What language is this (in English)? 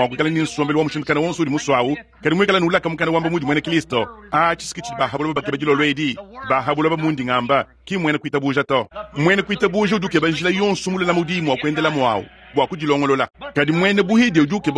Luba-Lulua